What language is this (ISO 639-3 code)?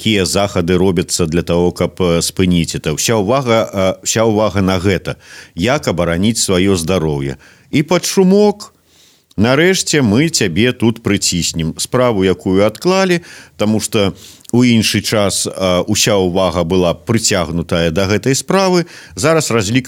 bel